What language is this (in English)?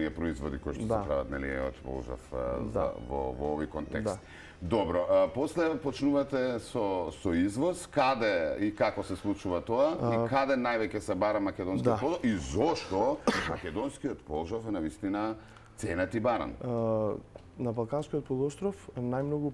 Macedonian